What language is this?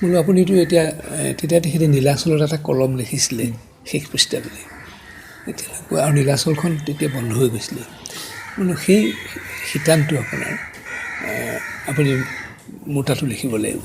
Assamese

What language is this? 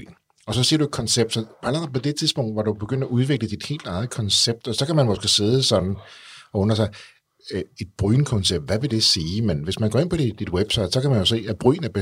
Danish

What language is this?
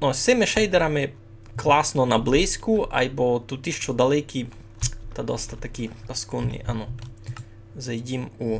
Rusyn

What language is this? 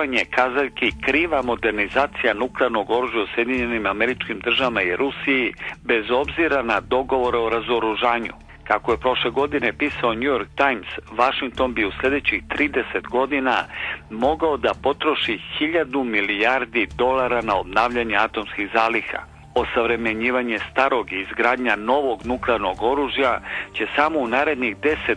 Serbian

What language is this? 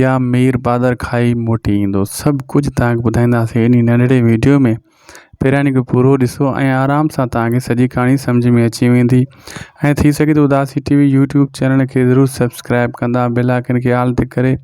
Sindhi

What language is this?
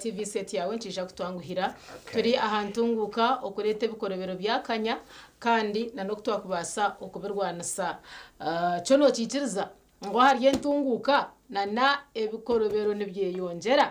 Nyankole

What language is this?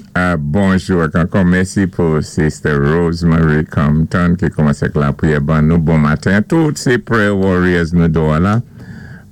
Saint Lucian Creole French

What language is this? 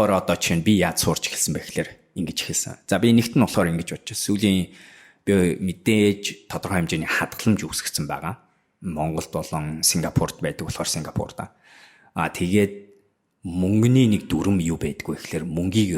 Mongolian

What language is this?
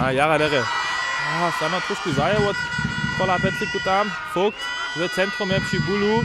Upper Sorbian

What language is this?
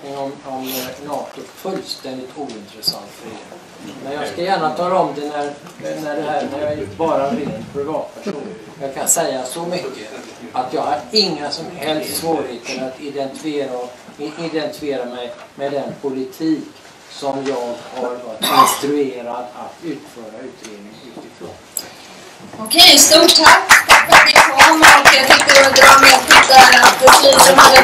Swedish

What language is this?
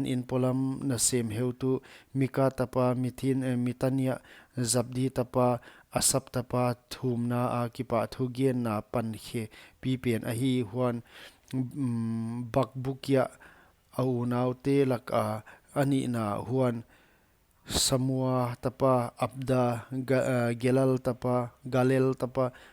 Paite Chin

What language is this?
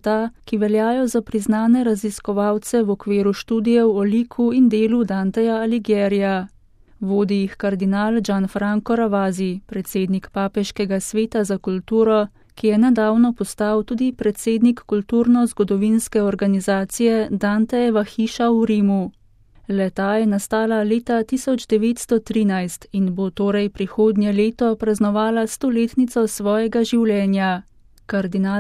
Slovenian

